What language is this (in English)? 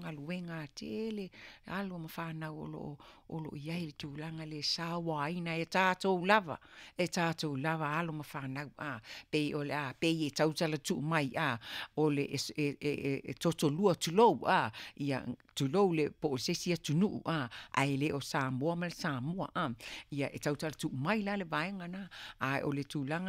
Samoan